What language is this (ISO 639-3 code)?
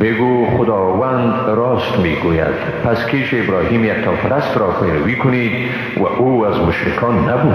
fas